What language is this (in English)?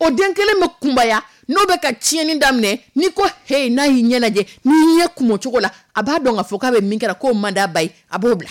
Dyula